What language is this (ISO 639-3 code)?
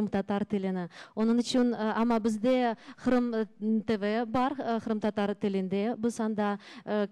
crh